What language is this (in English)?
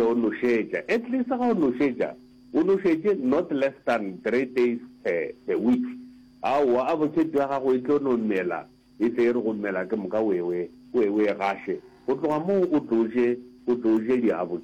Northern Sotho